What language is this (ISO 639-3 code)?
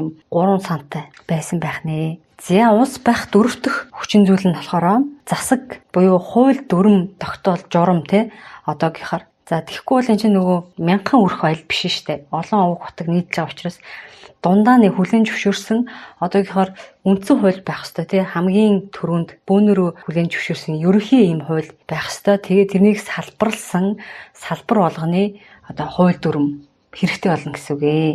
mon